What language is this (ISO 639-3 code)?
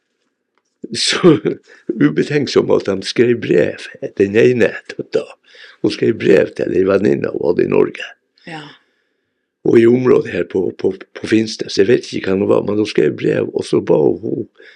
nor